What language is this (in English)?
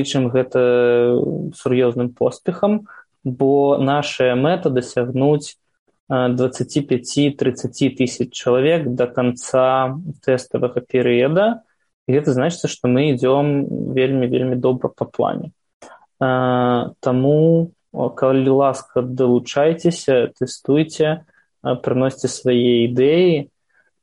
Belarusian